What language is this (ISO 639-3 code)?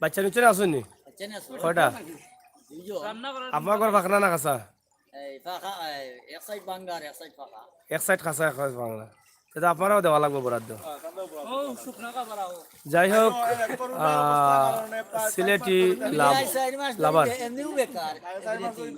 syl